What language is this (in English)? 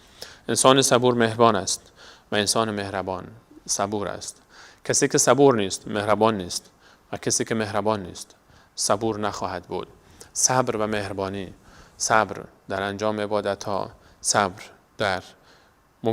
Persian